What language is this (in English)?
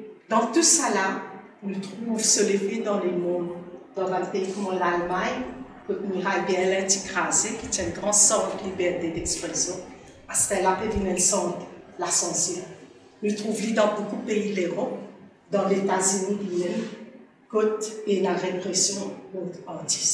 Morisyen